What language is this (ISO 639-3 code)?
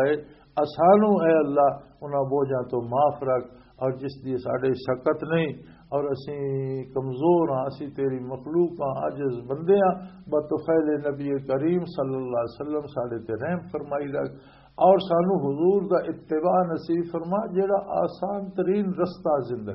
lah